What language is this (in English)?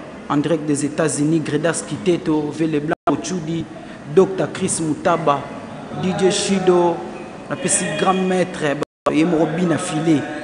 Lingala